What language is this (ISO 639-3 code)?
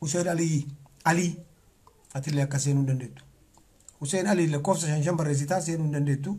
orm